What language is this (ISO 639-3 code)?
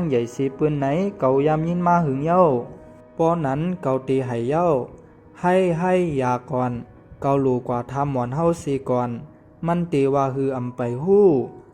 shn